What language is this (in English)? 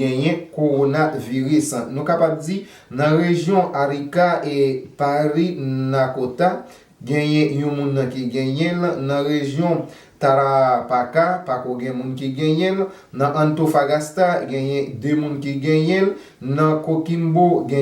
Haitian Creole